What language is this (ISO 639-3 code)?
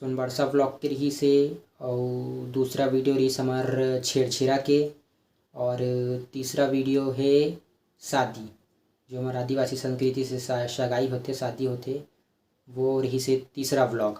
hne